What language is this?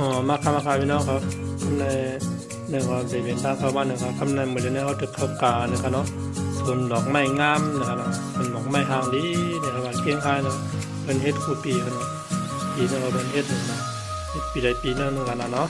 Shan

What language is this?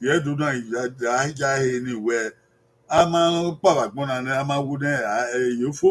Bini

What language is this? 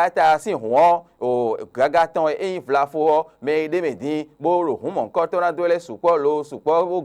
Fon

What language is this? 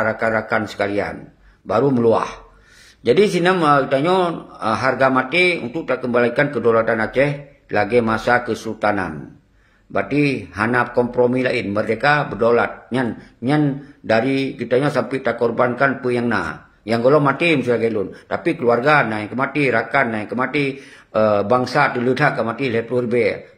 Achinese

